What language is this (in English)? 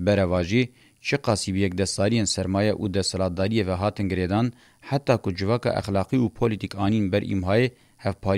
Kurdish